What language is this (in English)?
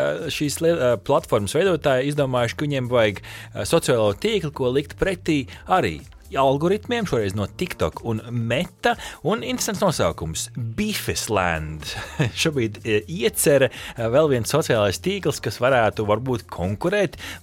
Latvian